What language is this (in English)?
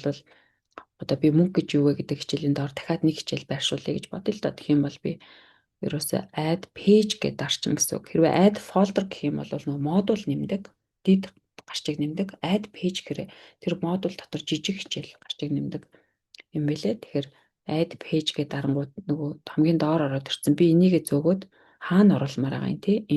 Mongolian